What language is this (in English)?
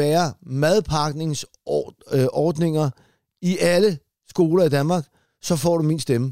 Danish